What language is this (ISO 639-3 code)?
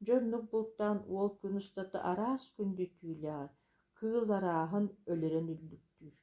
sah